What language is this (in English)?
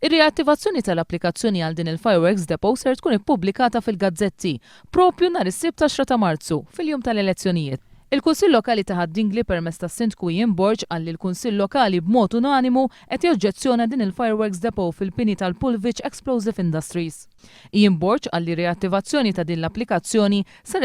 Maltese